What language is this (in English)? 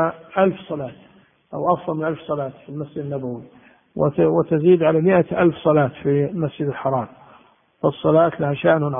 Arabic